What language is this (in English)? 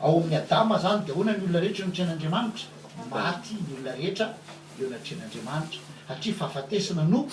Malagasy